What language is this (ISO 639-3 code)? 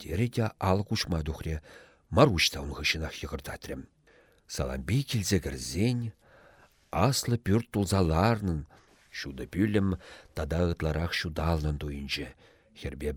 chv